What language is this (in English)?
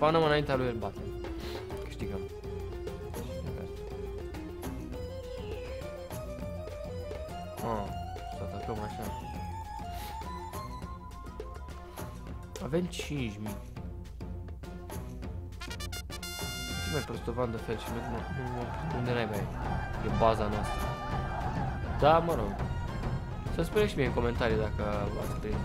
Romanian